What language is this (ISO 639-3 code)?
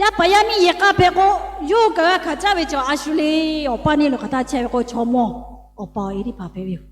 lhu